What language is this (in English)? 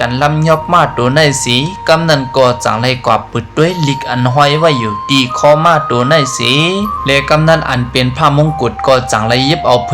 Shan